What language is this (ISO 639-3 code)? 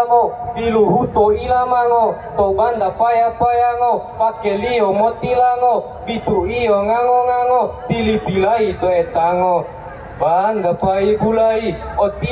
gor